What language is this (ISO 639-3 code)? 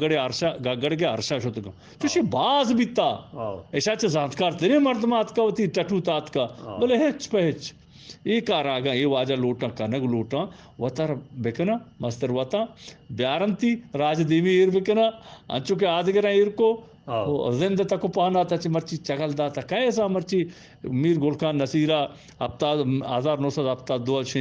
bgp